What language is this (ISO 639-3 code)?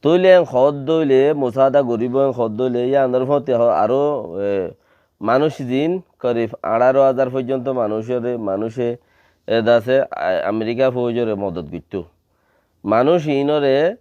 rhg